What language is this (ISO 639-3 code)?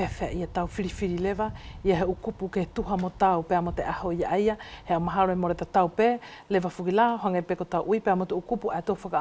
wls